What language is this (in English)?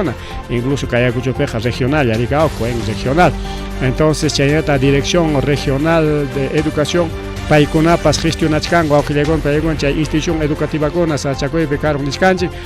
Ayacucho Quechua